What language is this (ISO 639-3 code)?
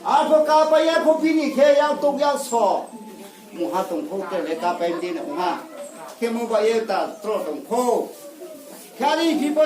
ria